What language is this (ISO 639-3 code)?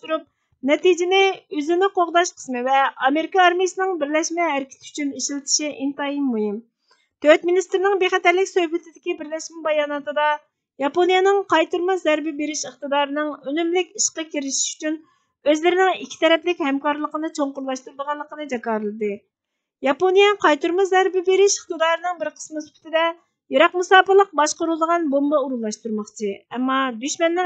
uig